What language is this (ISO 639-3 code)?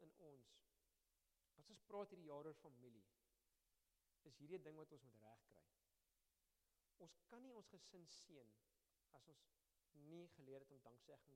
afr